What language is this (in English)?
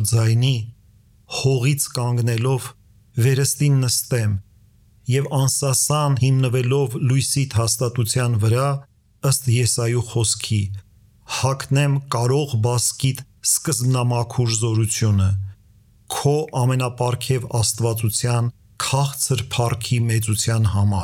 Armenian